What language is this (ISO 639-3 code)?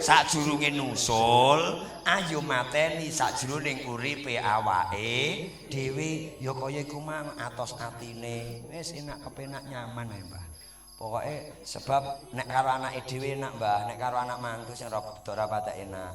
jav